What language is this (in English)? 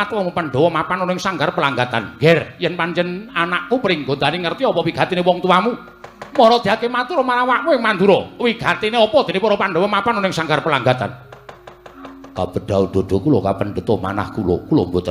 Javanese